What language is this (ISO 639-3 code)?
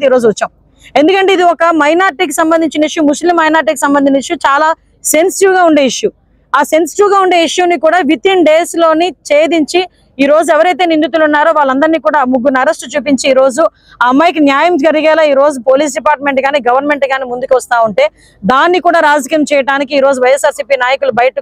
tel